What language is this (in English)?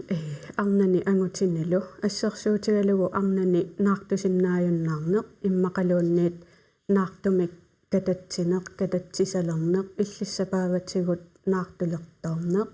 Kalaallisut